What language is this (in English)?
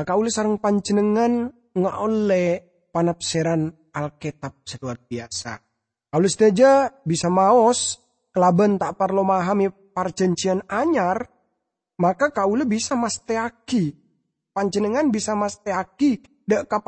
Madurese